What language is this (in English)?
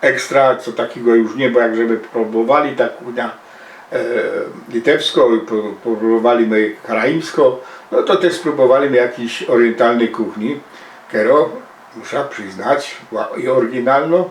Silesian